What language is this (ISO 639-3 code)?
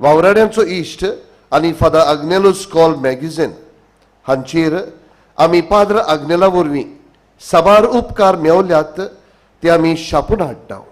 kok